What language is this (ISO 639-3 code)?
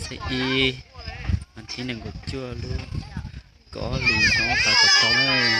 hmn